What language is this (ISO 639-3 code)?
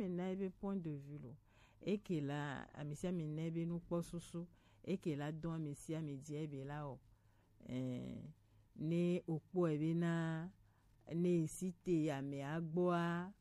gej